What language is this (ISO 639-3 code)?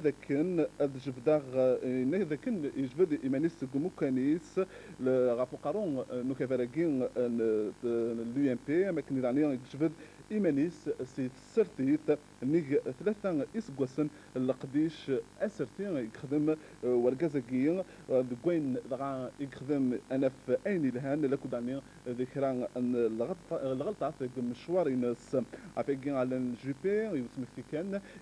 kab